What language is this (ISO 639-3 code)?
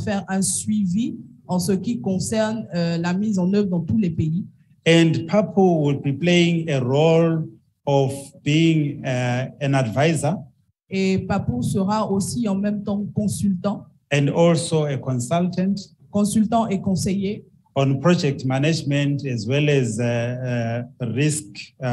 fra